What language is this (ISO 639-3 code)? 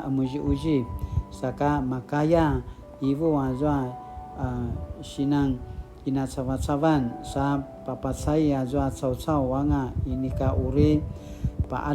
pwn